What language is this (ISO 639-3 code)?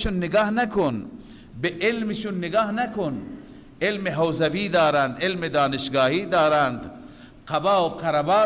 fas